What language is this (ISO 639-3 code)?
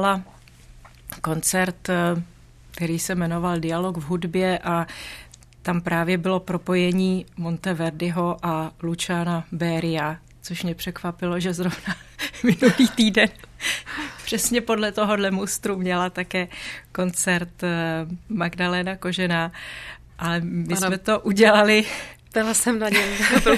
ces